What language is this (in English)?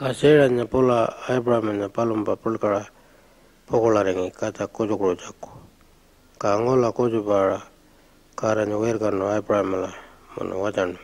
Pitjantjatjara